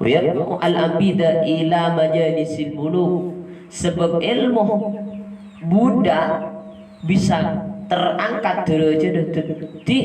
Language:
Madurese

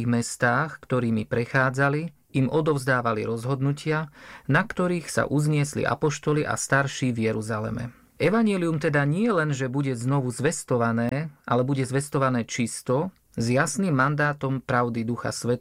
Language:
Slovak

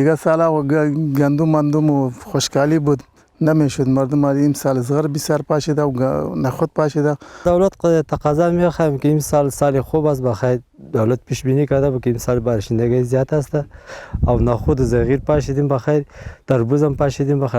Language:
Pashto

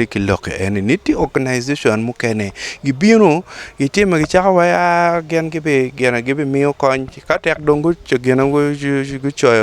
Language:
Acoli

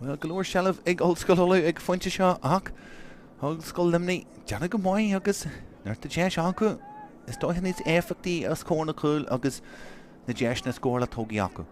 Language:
Irish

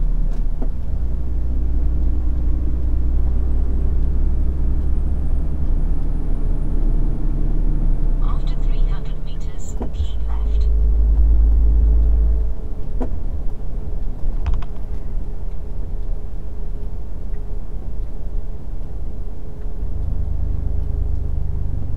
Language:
Romanian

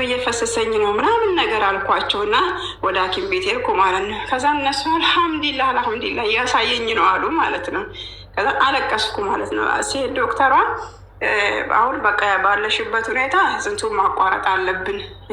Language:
Amharic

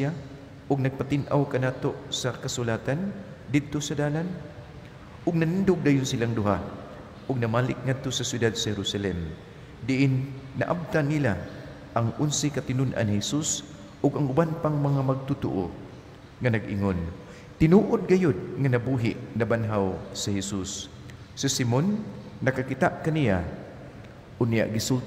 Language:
Cebuano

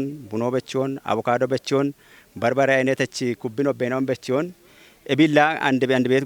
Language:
Kafa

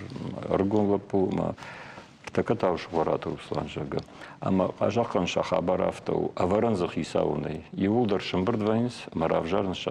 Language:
Ossetic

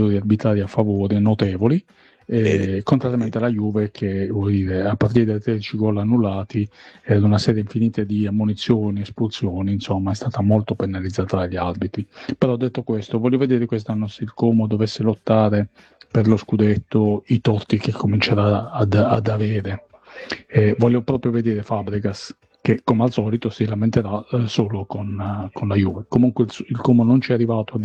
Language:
Italian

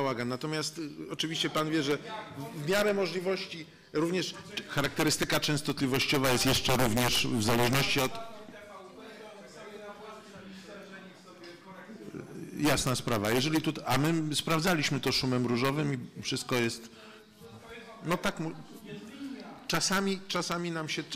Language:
Polish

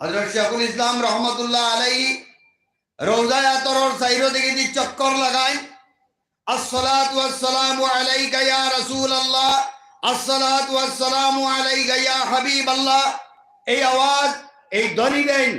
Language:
Sylheti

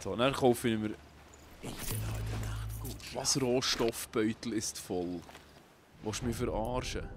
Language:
Swiss German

